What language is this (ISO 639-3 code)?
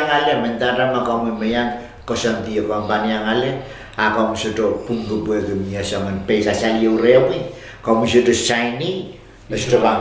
pon